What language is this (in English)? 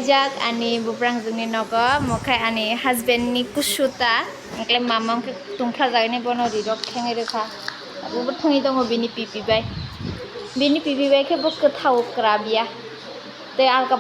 Kok Borok